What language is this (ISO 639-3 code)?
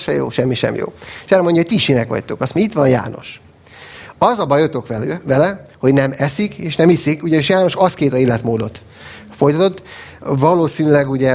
hun